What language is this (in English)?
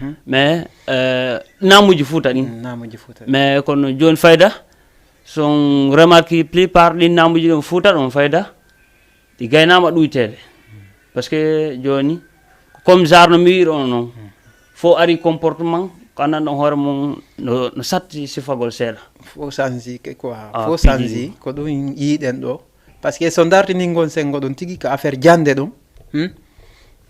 Fula